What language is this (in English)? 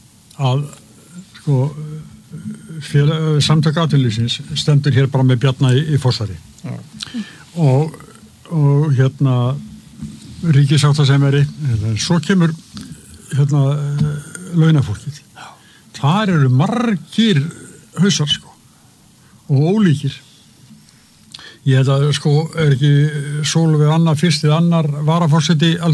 Icelandic